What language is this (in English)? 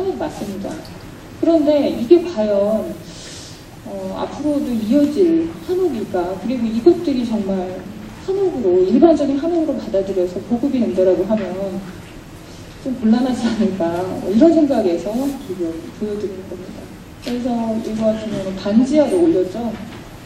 Korean